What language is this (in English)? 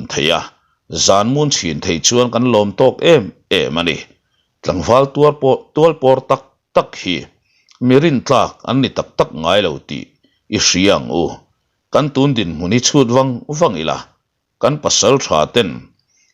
Mizo